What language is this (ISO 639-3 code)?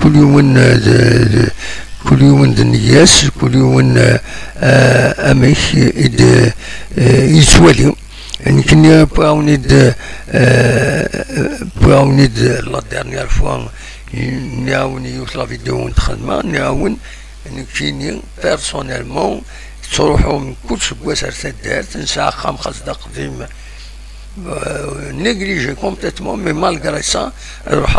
kab